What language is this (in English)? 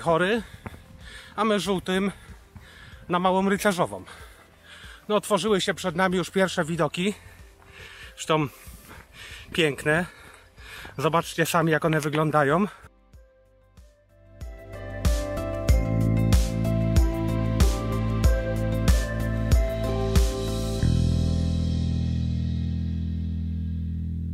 Polish